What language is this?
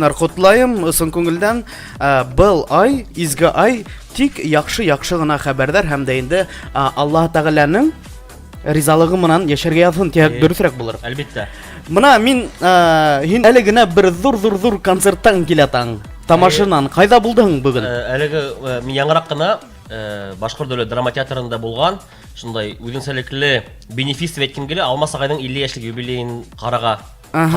Bashkir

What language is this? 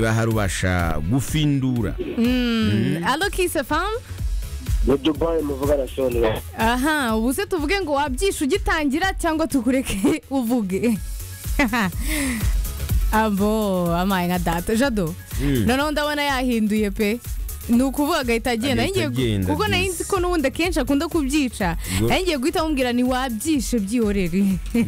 Kinyarwanda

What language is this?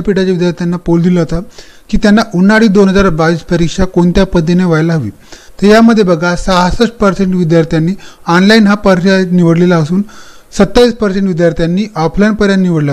Marathi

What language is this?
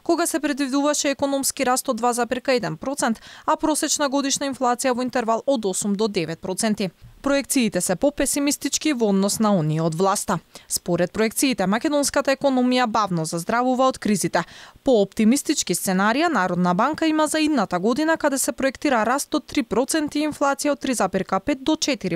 Macedonian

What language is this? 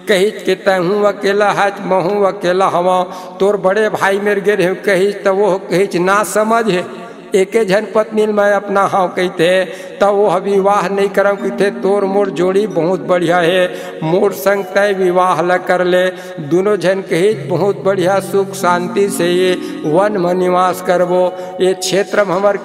Chhattisgarhi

